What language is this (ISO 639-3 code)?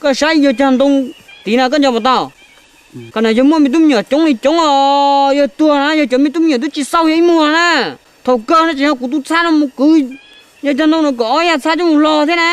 hmn